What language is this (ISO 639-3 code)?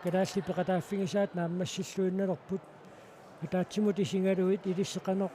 kal